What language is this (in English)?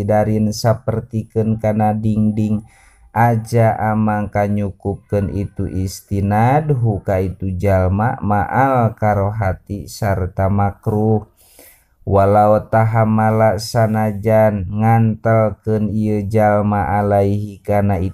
Sundanese